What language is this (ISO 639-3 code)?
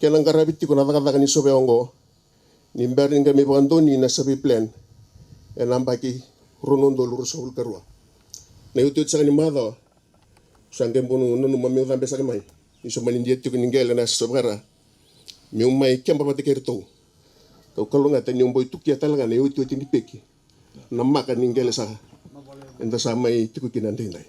fij